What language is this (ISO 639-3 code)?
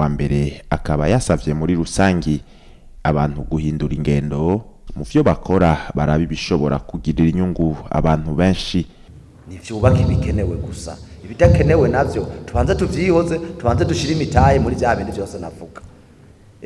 run